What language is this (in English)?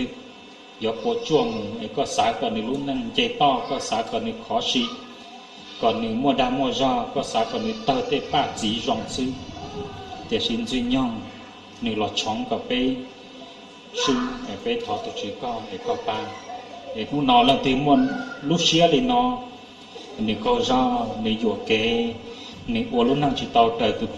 Hmong